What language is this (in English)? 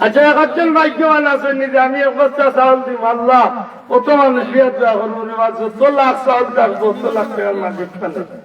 Sylheti